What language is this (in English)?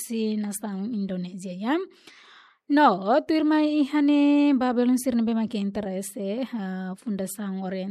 Tetum